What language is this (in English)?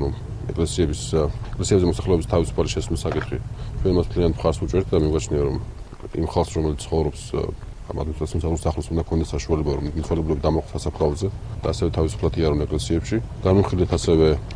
Georgian